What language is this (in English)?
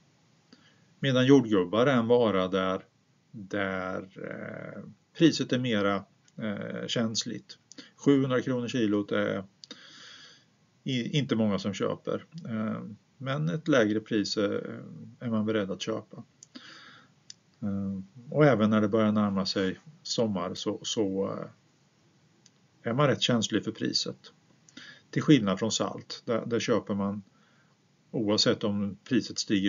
Swedish